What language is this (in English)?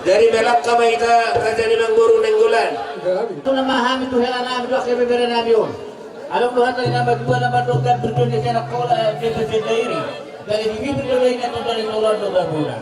Batak Toba